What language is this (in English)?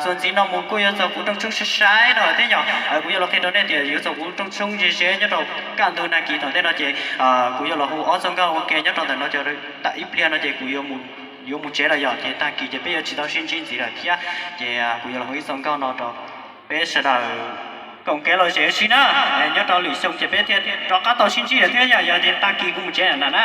Hmong